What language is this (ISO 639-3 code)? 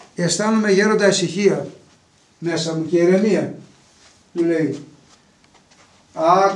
ell